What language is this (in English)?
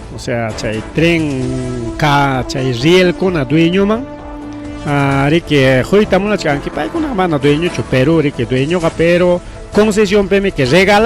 Ayacucho Quechua